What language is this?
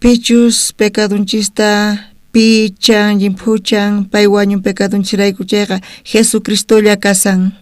South Bolivian Quechua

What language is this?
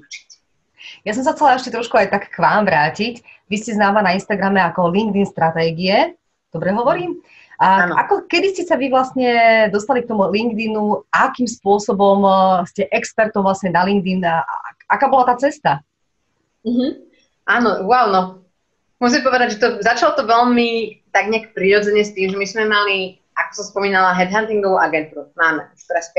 Slovak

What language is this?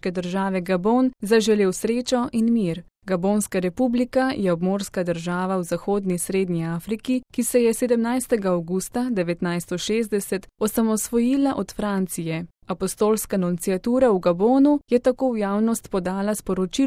Slovenian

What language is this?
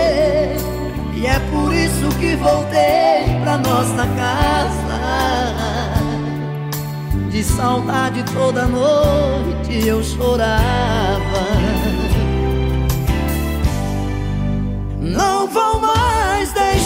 Portuguese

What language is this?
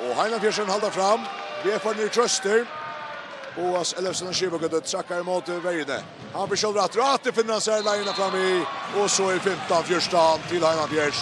Faroese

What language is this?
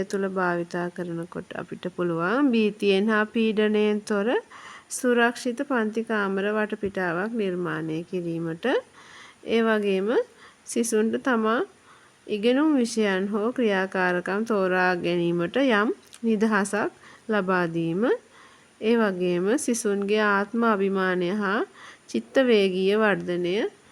Sinhala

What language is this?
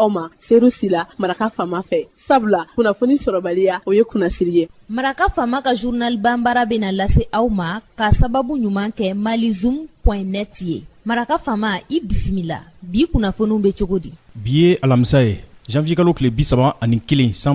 Bambara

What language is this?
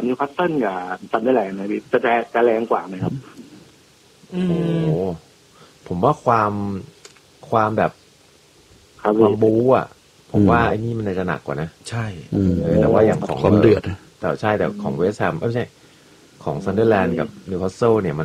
Thai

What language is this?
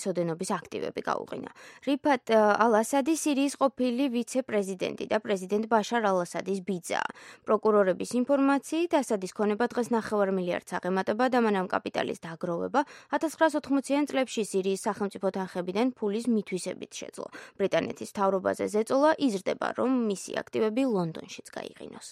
Georgian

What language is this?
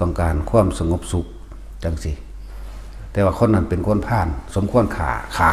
Northeastern Thai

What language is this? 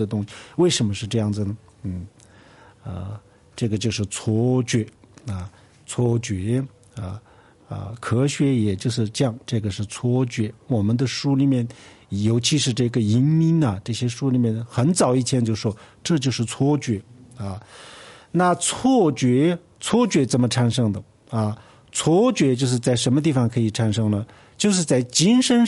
Chinese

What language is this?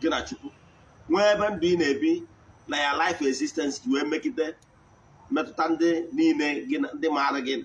Igbo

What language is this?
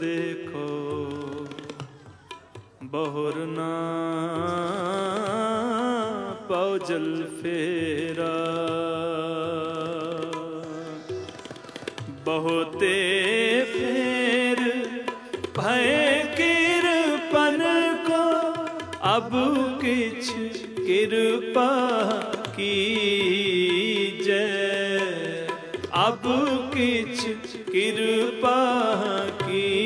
Hindi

